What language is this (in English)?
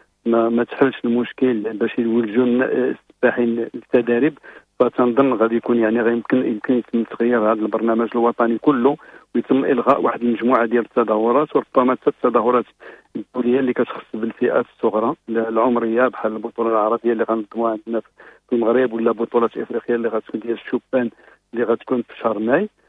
Moroccan Arabic